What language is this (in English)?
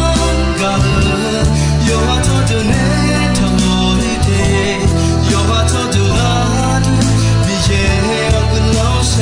Akha